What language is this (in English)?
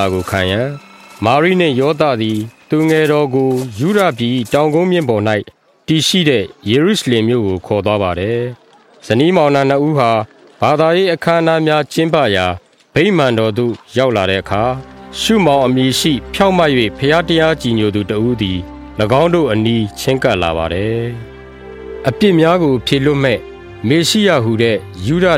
Burmese